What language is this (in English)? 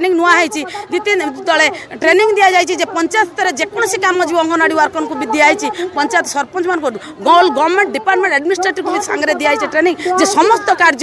Odia